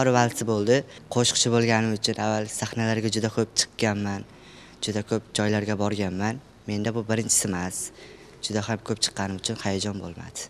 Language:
Uzbek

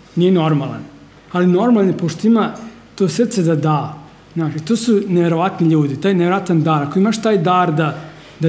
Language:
Serbian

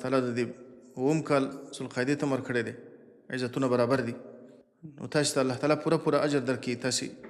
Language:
Pashto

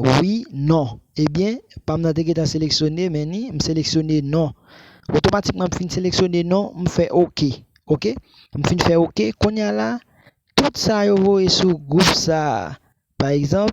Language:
Haitian Creole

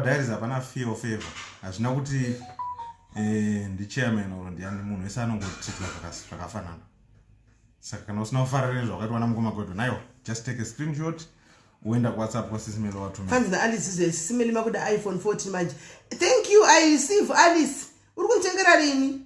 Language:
Shona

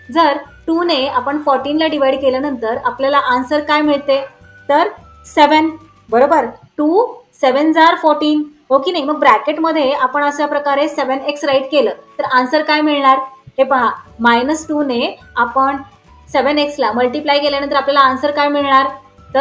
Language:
Marathi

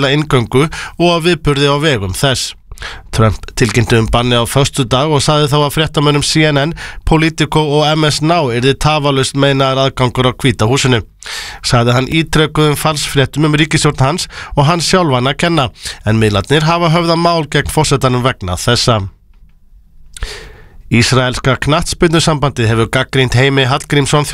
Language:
Icelandic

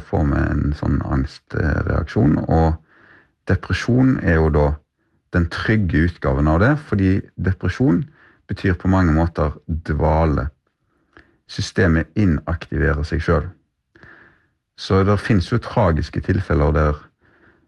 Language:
Norwegian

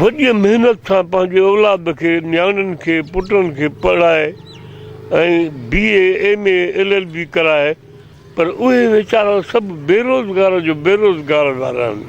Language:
Sindhi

